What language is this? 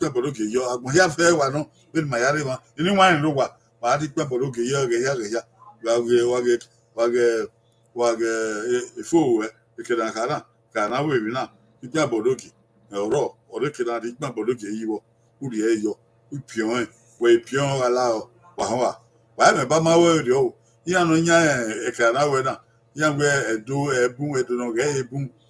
Bini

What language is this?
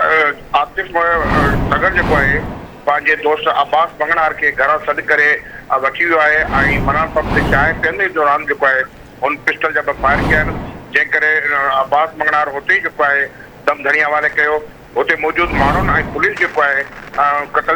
Sindhi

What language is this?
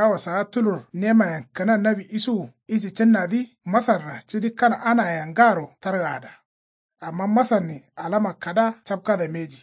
Kanuri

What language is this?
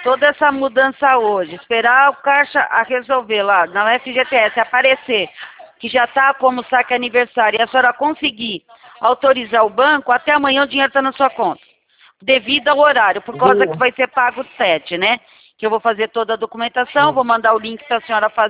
Portuguese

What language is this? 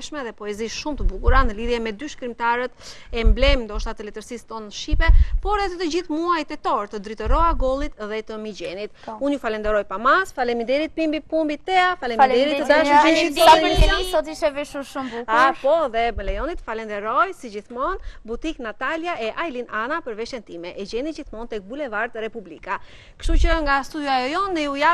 Albanian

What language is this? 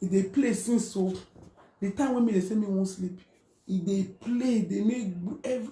Nigerian Pidgin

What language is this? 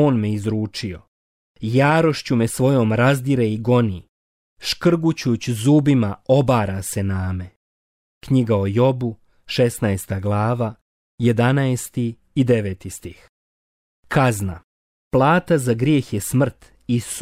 Croatian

